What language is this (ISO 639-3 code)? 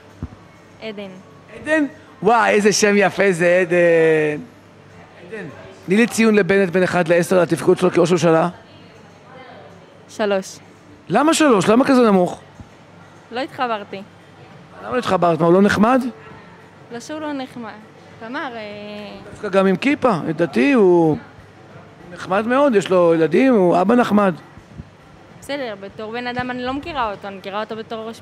heb